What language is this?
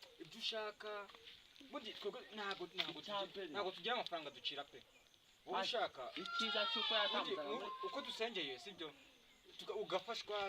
Kinyarwanda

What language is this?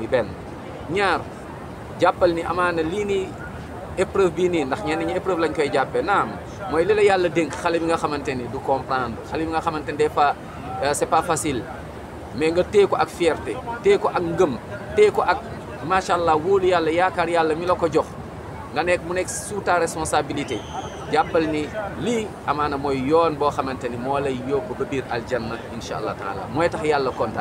Wolof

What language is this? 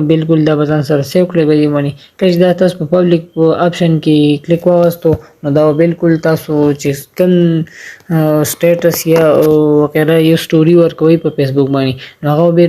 Pashto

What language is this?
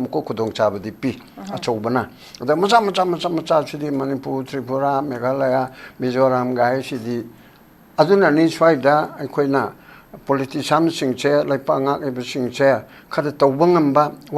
Manipuri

